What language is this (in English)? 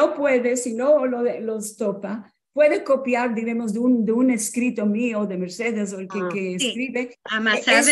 Ladino